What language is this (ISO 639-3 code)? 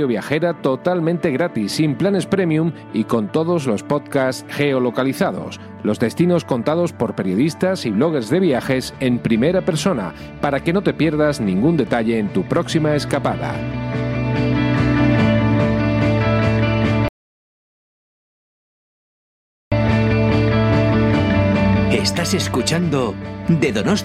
spa